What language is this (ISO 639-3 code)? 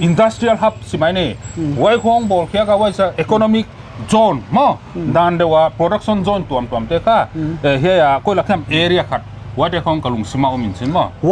pck